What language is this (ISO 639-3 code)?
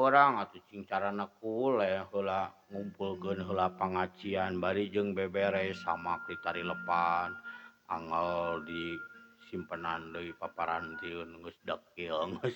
sun